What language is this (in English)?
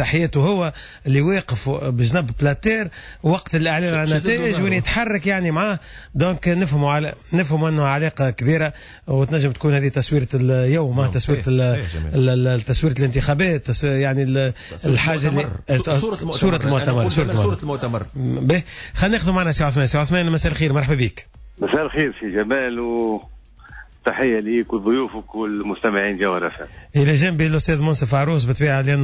Tunisian Arabic